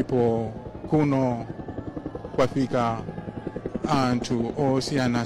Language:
Nyanja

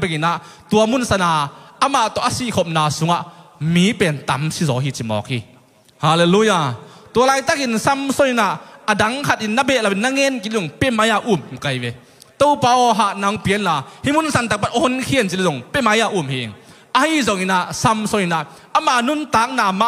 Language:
Tedim Chin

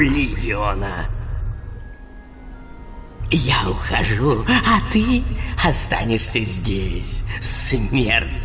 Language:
Russian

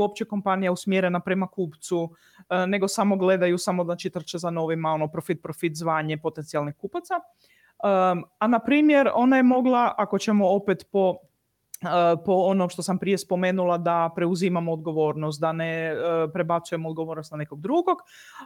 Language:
Croatian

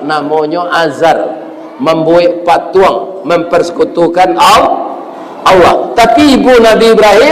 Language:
Minangkabau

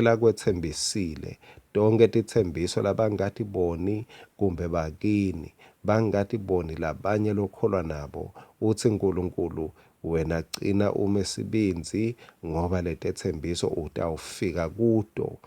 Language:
Swati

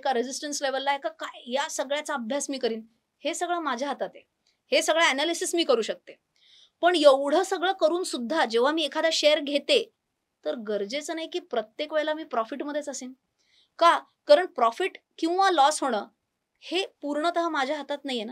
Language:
Marathi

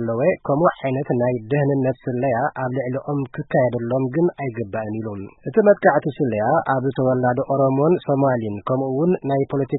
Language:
Tigrinya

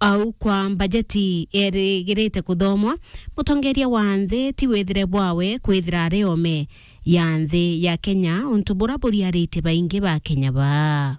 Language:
Meru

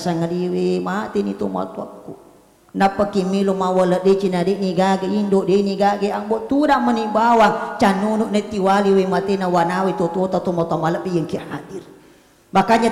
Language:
Buginese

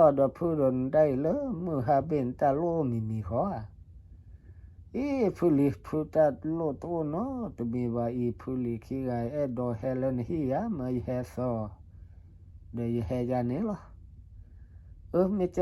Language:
S'gaw Karen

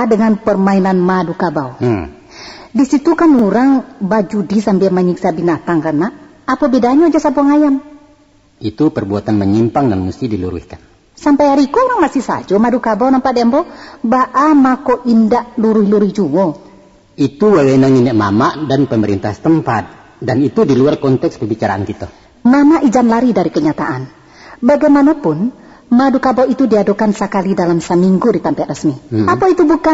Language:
Minangkabau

